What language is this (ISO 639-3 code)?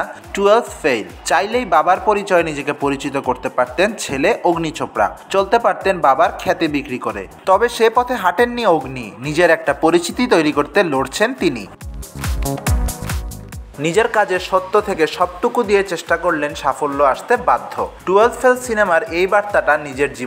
ben